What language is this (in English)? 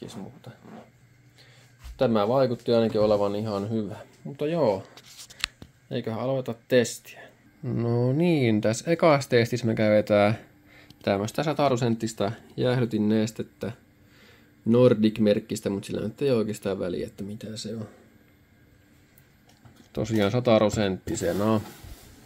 Finnish